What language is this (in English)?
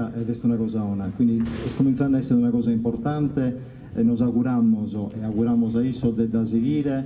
Sardinian